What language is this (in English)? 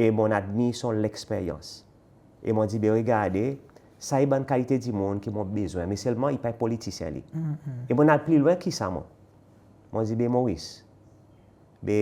Seselwa Creole French